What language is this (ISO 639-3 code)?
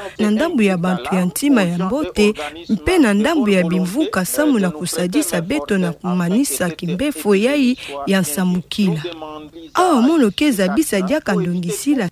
ktu